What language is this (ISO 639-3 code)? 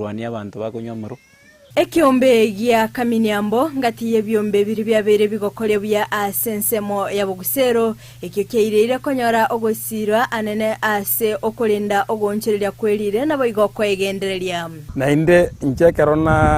guz